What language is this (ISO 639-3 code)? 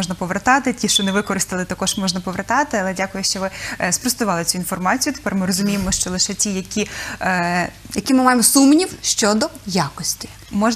ukr